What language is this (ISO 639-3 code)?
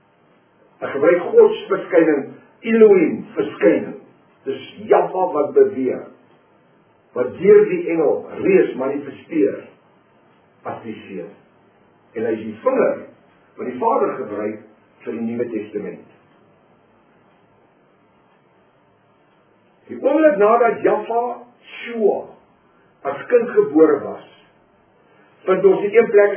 afr